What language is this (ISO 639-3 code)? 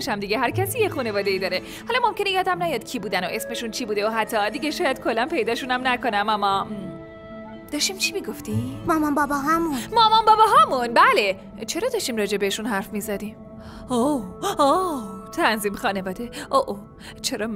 fas